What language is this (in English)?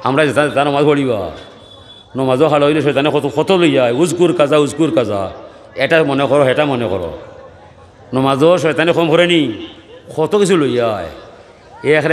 Sylheti